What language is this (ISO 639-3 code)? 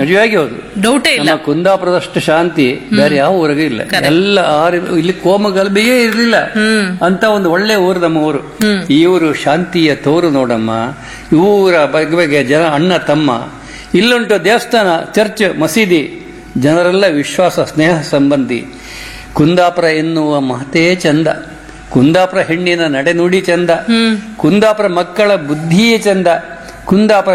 kan